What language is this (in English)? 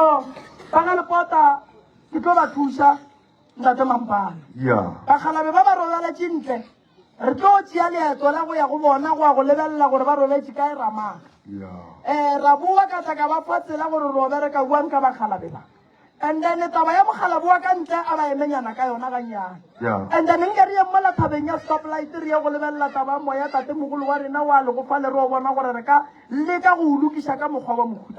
Northern Sotho